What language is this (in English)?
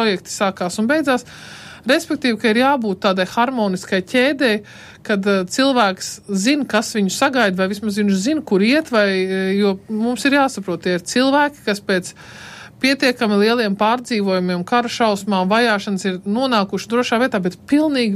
Latvian